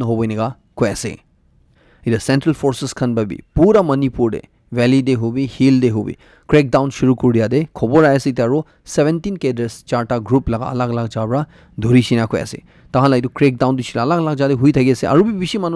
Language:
Naga Pidgin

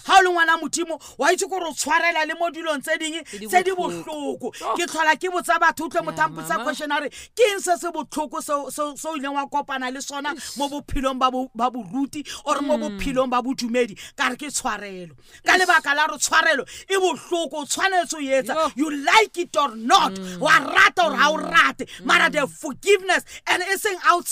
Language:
Southern Sotho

